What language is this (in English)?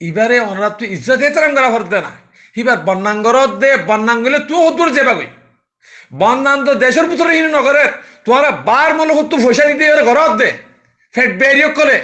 Rohingya